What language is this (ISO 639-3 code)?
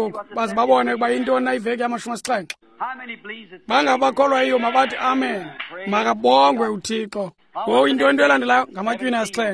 xho